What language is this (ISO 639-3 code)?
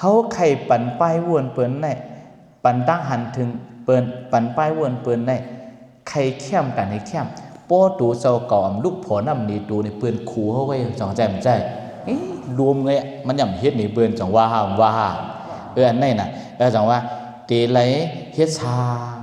shn